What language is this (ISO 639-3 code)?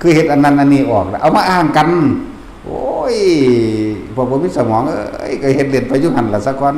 tts